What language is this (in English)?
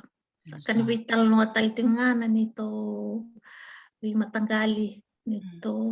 Fijian